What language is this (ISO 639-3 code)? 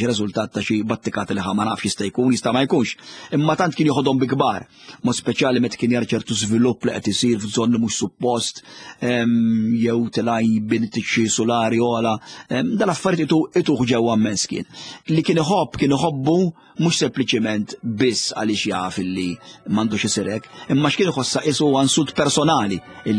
mlt